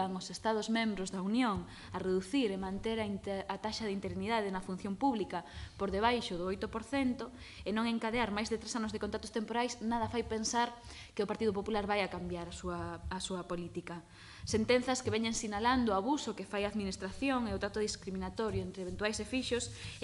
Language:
Galician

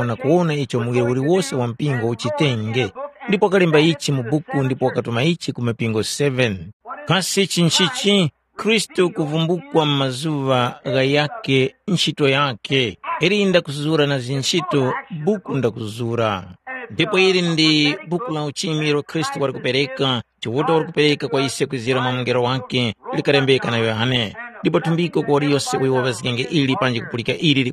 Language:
Tumbuka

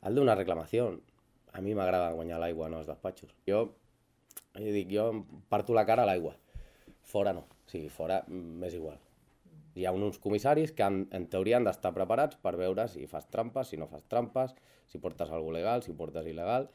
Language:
Catalan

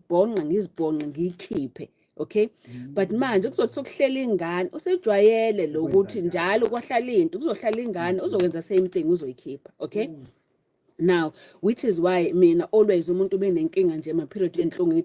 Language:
Zulu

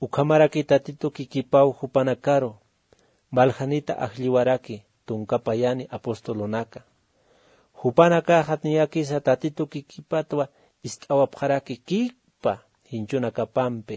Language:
Aymara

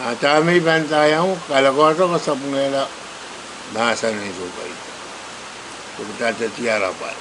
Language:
Pohnpeian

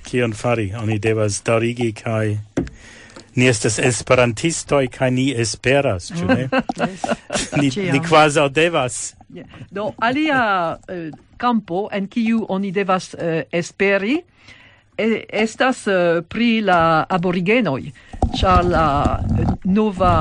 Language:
Esperanto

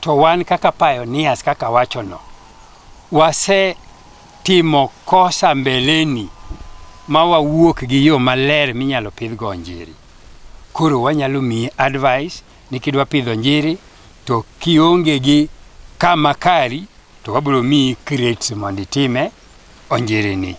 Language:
Luo (Kenya and Tanzania)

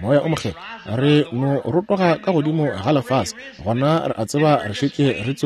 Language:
Northern Sotho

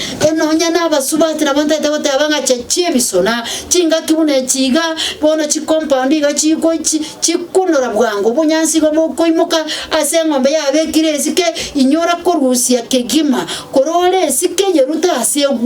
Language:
Gusii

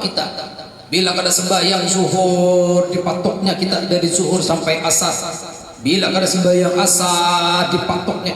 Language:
Banjar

